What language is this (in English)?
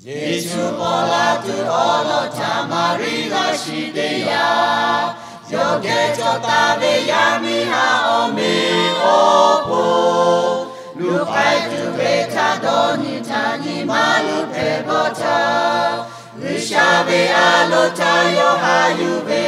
Lahu